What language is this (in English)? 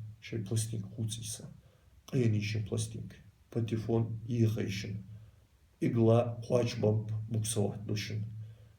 Ingush